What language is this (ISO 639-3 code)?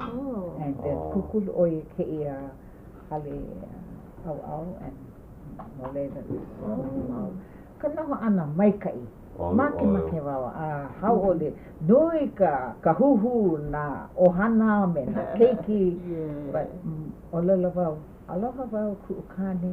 haw